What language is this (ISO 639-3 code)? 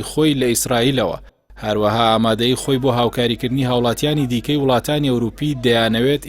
ckb